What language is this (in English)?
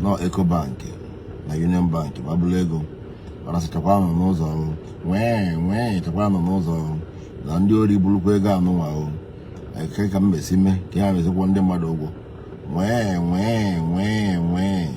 Igbo